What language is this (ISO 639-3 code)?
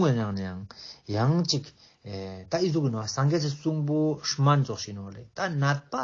lbj